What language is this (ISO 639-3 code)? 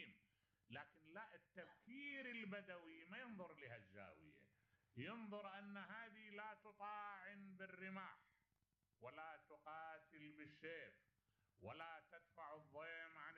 acm